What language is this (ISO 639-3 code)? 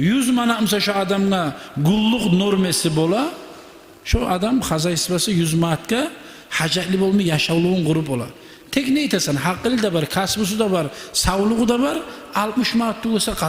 kum